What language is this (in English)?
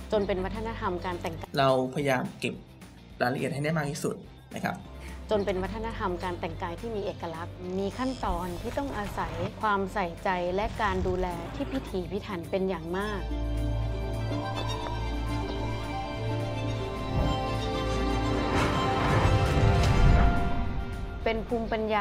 Thai